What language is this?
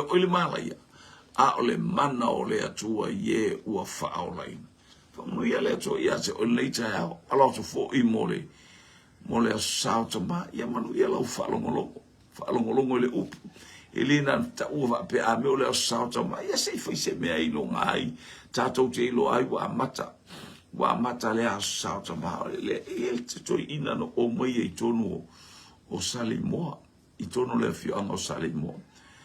Samoan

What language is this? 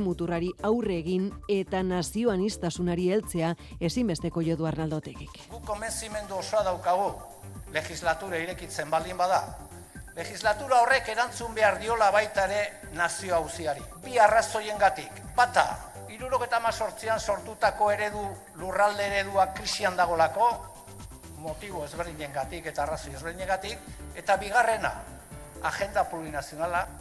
Basque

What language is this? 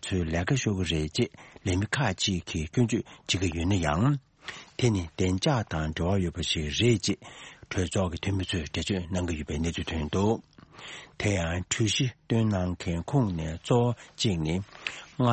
Tibetan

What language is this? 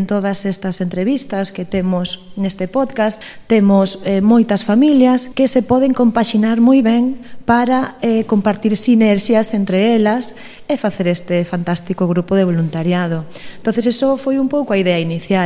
Galician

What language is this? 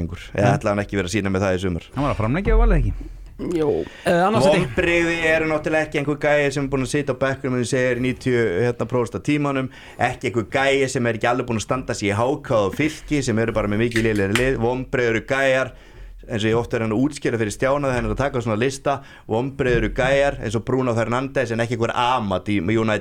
Icelandic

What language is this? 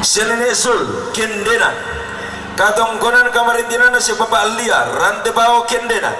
Toraja-Sa'dan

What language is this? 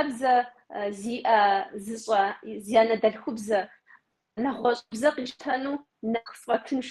Kabardian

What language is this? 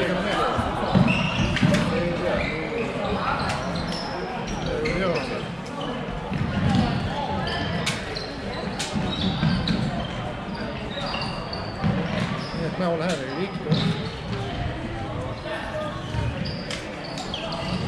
Swedish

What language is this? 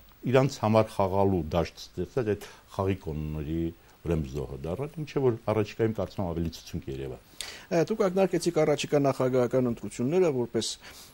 Armenian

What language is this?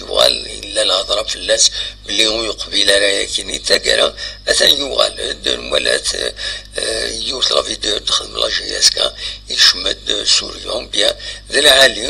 Kabyle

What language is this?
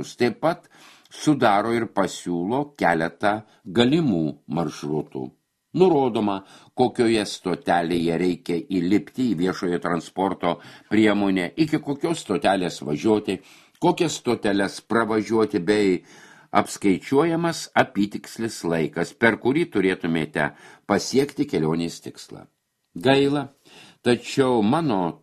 Lithuanian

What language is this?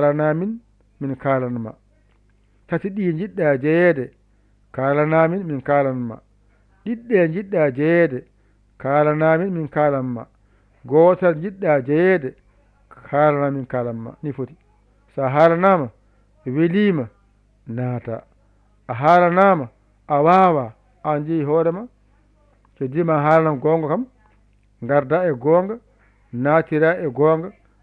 Fula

